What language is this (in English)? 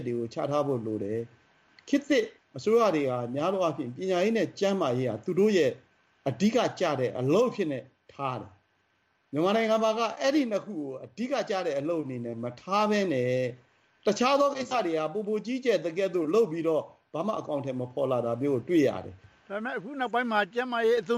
Burmese